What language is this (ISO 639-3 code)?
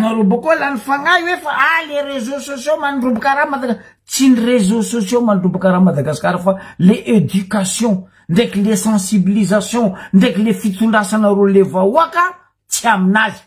mlg